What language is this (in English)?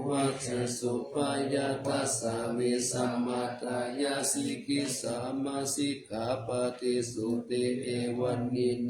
Pali